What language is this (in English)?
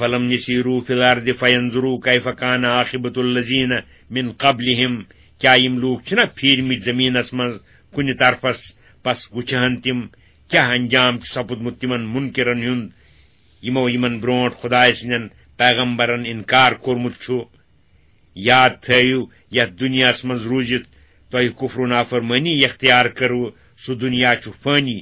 Kashmiri